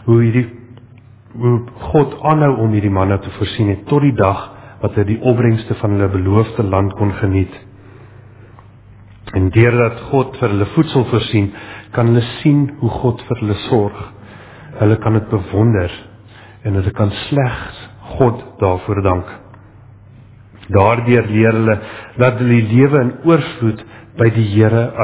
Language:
Afrikaans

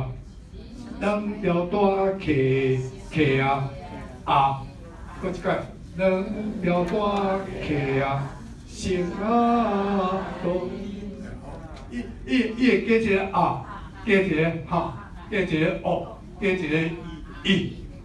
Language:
Min Nan Chinese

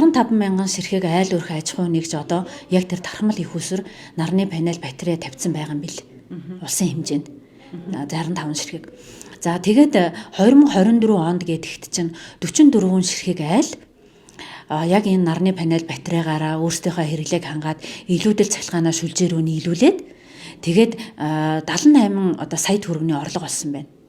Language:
Mongolian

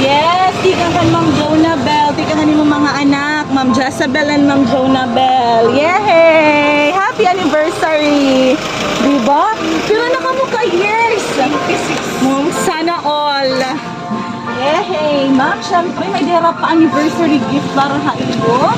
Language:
Waray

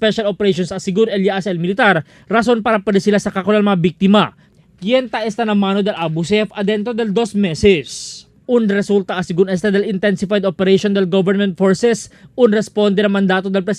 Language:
Chavacano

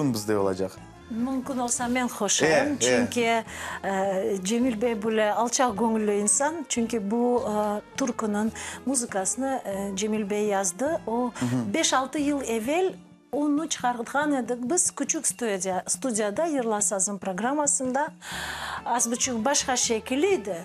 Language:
Crimean Tatar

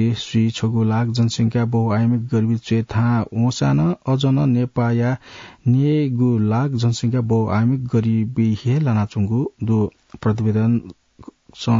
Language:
Newari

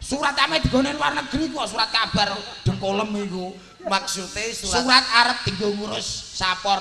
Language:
Javanese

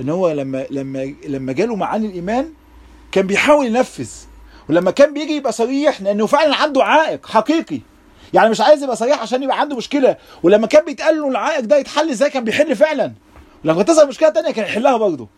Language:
Egyptian Arabic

